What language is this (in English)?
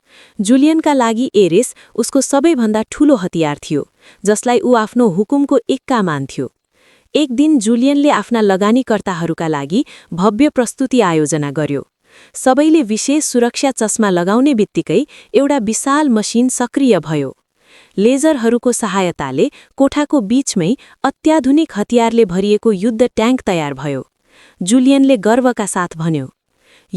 Nepali